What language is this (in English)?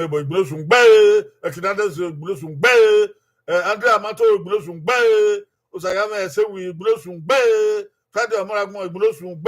Bini